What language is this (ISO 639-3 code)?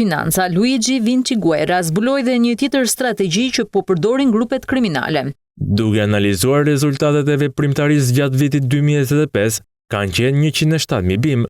sqi